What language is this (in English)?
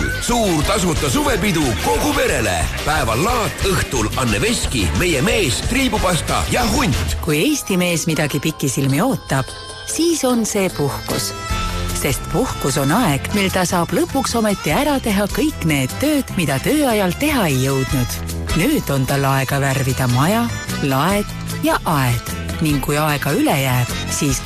Estonian